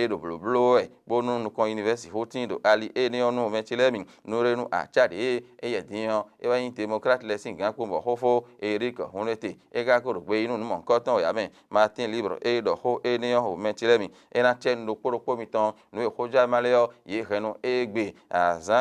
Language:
Fon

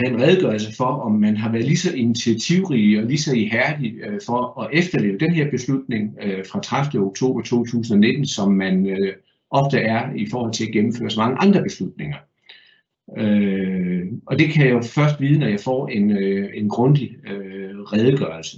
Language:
Danish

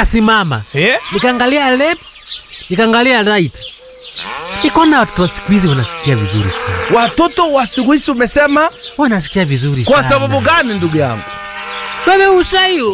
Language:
Swahili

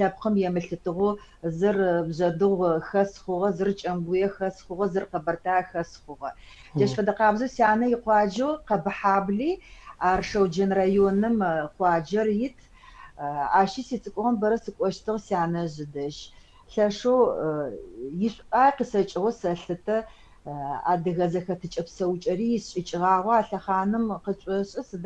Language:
Adyghe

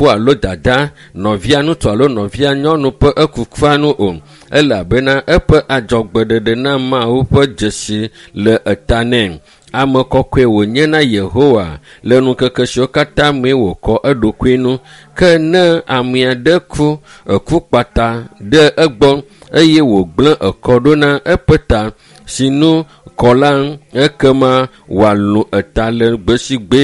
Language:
Ewe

